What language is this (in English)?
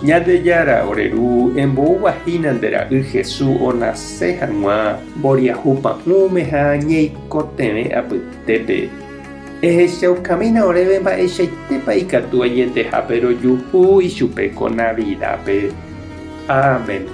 Guarani